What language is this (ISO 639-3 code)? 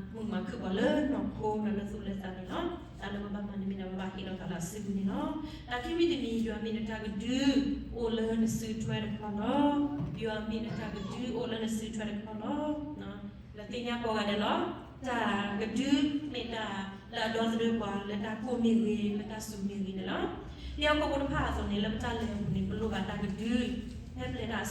ksw